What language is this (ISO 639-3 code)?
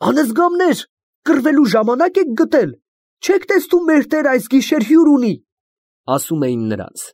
hye